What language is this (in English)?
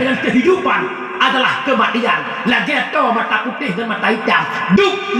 Achinese